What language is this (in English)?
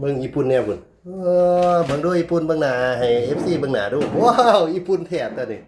Lao